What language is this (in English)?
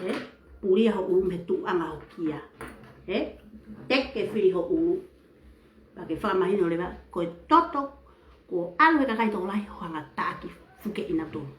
Tongan